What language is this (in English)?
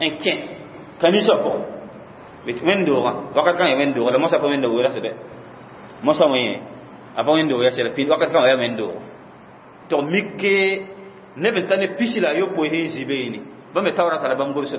Mossi